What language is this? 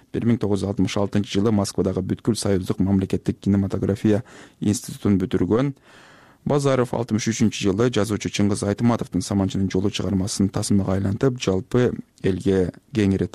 Kyrgyz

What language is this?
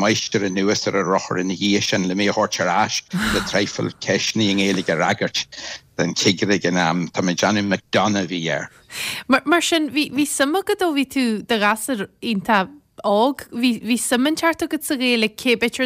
Irish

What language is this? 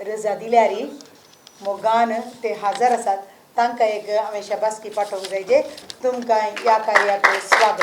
Konkani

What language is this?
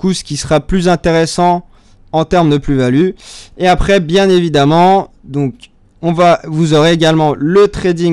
French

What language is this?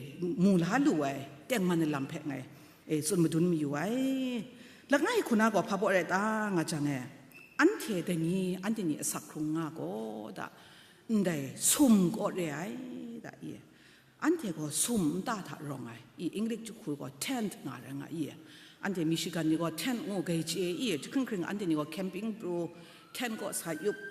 Kachin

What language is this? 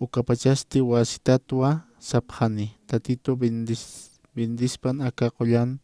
Aymara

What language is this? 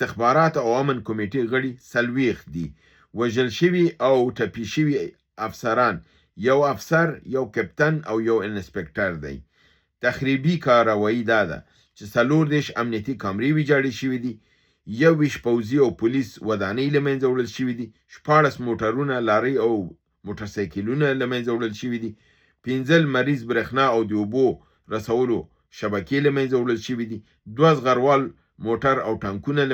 Pashto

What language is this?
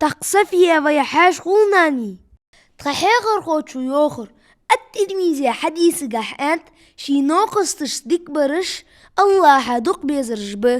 Ingush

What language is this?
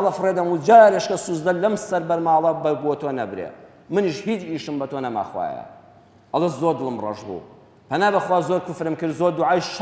Central Kurdish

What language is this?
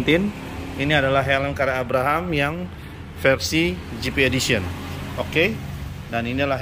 Indonesian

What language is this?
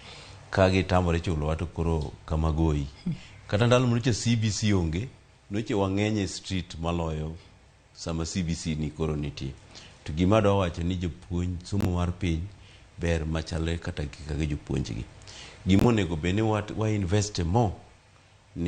Luo (Kenya and Tanzania)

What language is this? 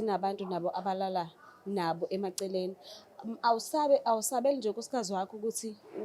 Zulu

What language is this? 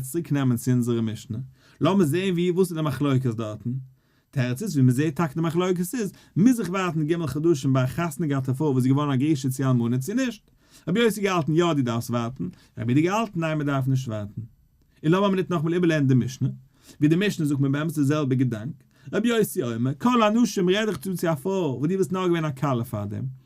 Yiddish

